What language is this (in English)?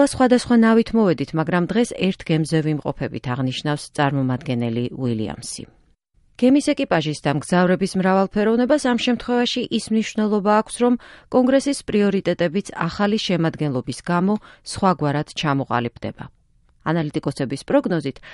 Georgian